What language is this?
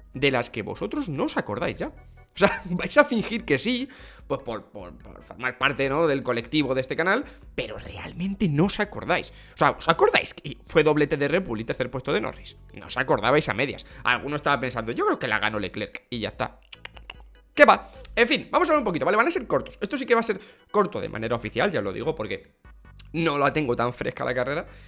Spanish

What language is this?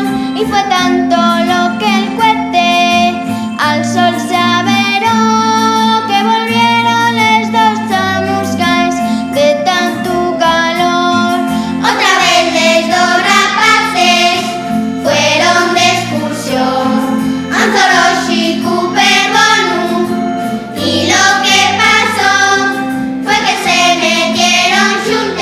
Asturian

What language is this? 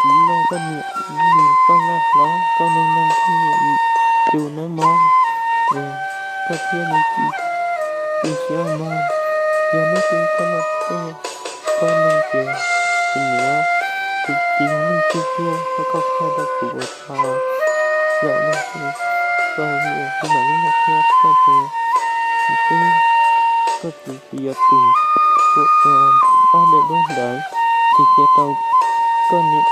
Hmong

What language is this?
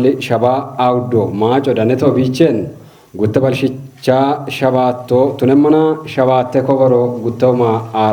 Kafa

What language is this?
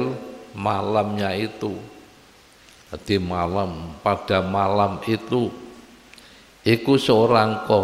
Indonesian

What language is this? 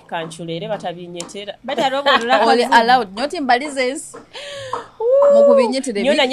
Nyoro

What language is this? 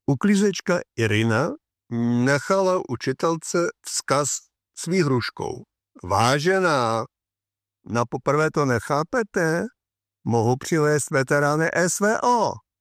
Czech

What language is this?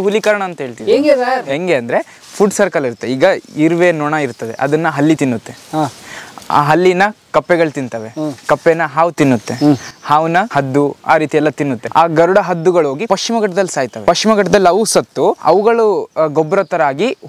Kannada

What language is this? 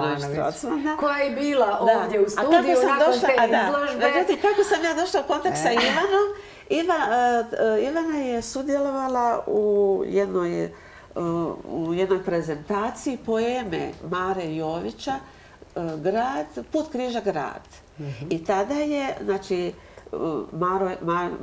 Croatian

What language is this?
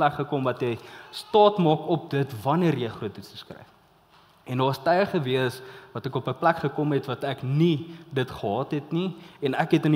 Afrikaans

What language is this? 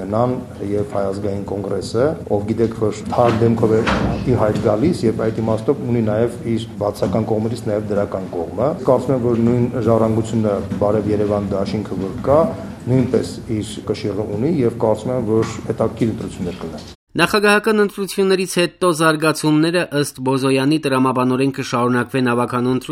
Armenian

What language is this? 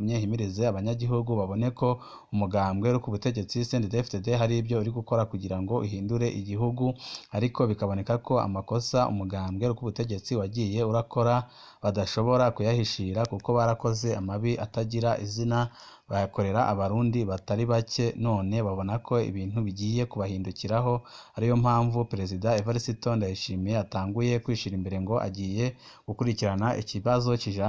Rundi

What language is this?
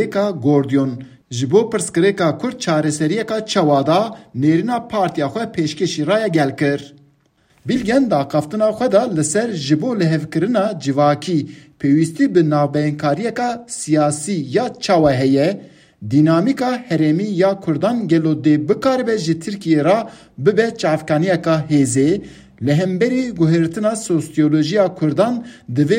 Kurdish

